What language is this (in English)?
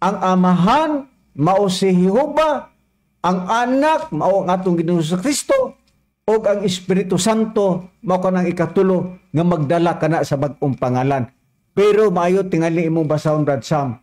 Cebuano